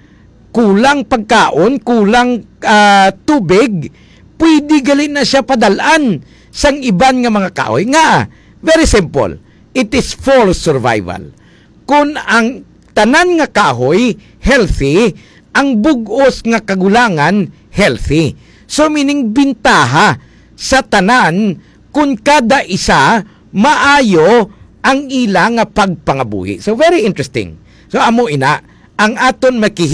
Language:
Hiligaynon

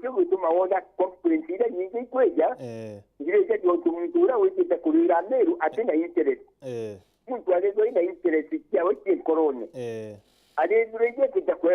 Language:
Meru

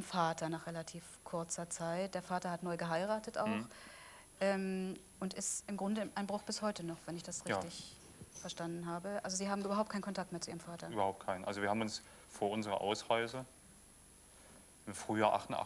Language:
German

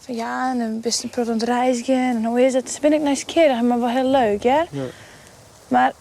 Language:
Western Frisian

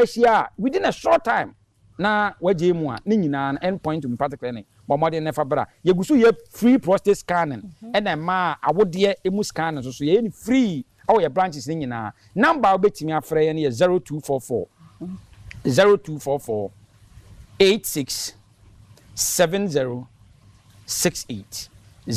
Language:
Akan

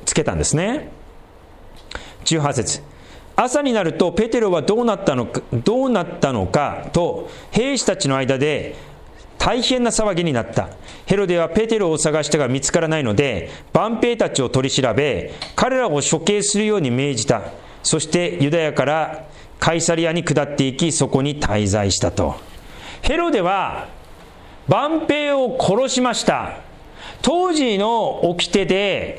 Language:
Japanese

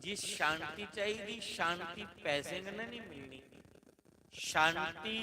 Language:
Dogri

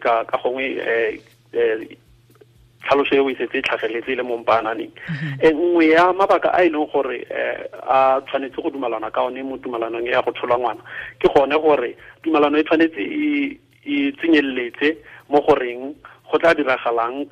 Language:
Tswana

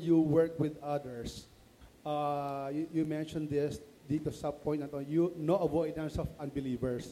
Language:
Filipino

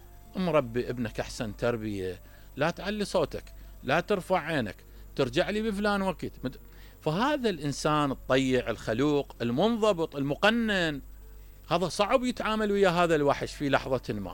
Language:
Mesopotamian Arabic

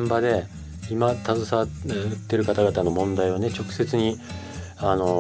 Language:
Japanese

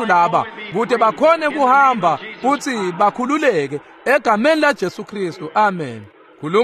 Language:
Swati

